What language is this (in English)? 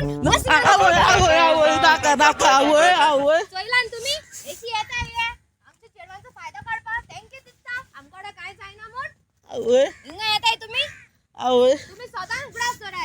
Konkani